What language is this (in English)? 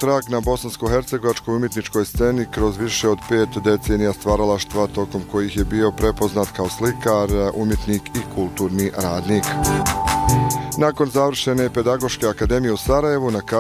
Bosnian